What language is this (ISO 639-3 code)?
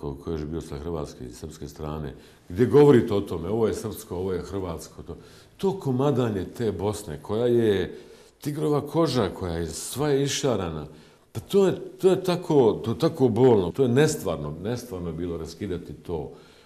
bos